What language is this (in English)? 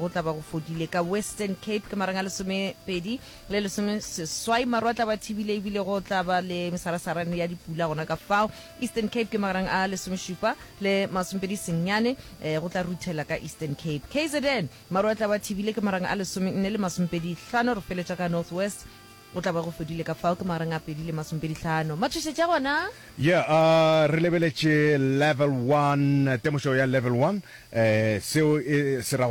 Northern Sotho